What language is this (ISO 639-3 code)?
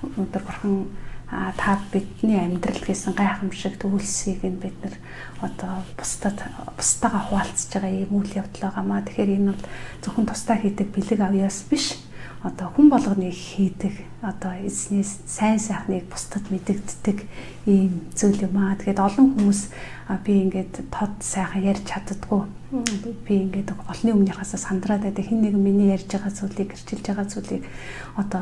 mon